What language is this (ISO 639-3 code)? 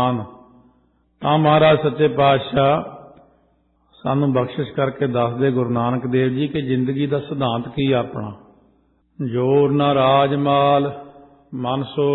pan